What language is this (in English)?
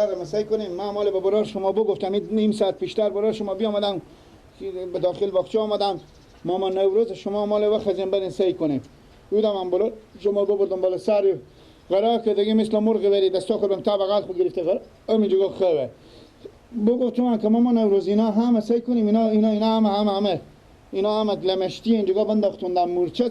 Persian